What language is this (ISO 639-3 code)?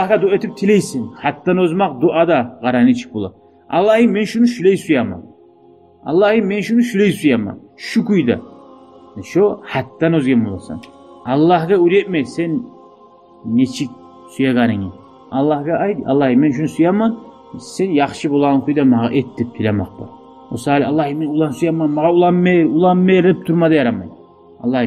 kum